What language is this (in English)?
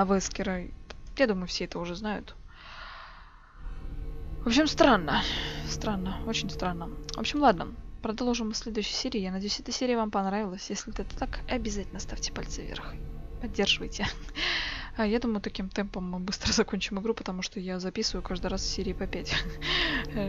Russian